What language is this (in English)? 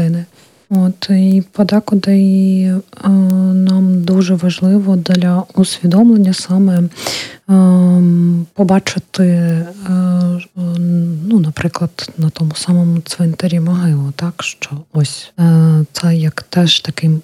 Ukrainian